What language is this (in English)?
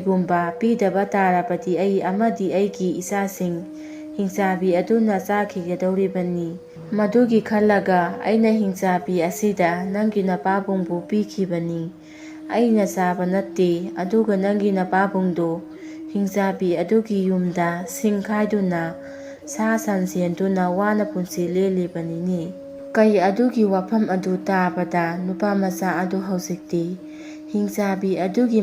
Manipuri